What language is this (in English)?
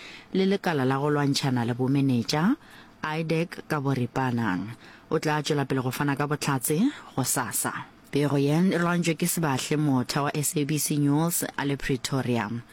Northern Sotho